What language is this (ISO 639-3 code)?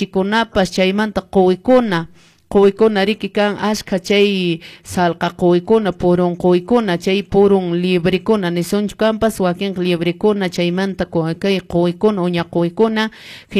que